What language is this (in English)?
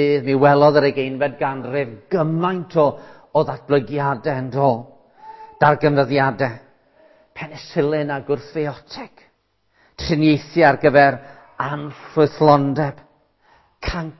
Welsh